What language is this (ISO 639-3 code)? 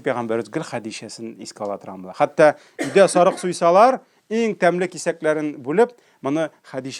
tat